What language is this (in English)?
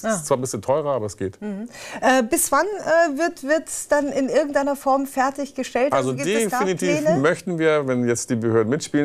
German